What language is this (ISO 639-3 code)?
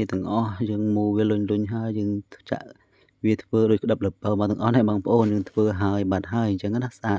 khm